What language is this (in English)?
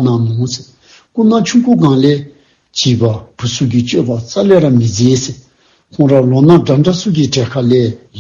Dzongkha